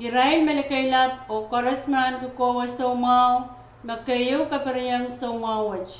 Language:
Pohnpeian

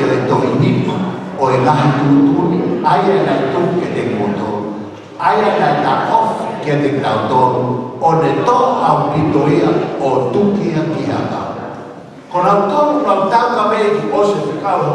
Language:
Tongan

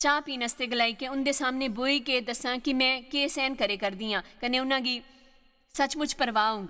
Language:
Dogri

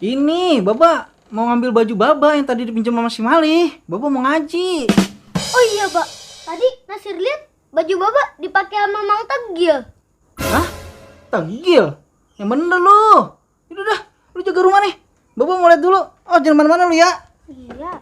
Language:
Betawi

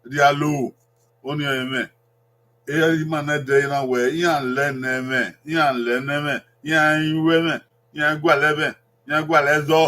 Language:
Bini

